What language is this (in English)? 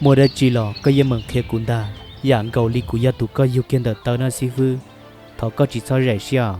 Hmong